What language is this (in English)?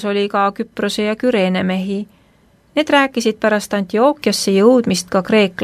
Estonian